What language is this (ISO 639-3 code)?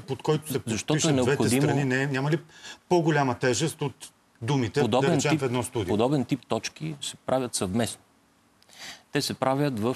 bul